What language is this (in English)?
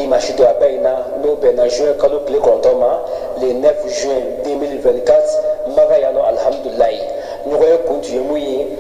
Bambara